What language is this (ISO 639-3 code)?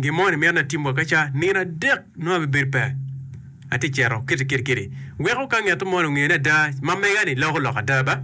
ach